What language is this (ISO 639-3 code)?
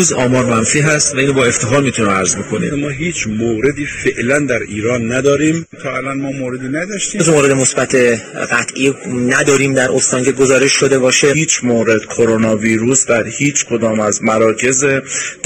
fas